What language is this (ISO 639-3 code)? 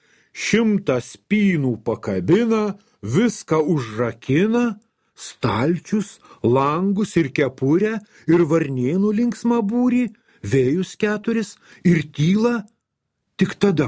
lit